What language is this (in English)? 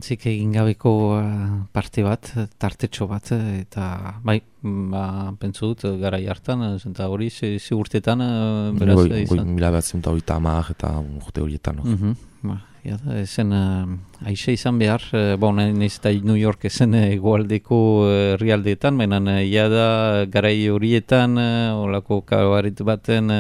Basque